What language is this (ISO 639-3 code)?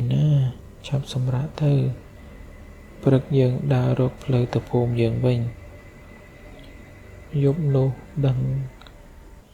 khm